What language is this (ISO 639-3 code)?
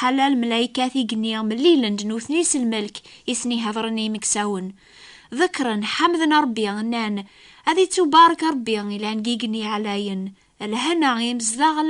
kab